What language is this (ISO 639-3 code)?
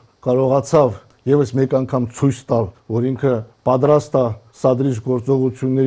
hye